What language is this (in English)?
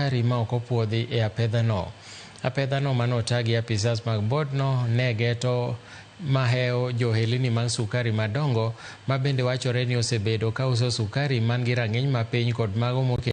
Luo (Kenya and Tanzania)